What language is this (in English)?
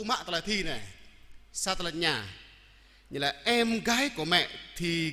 Jarai